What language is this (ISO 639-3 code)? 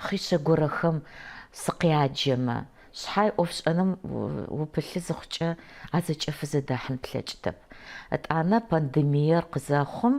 ady